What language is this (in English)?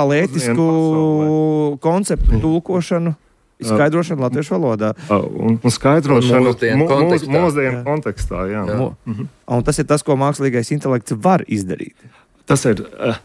Latvian